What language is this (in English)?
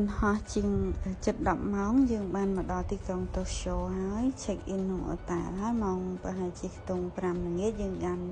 Khmer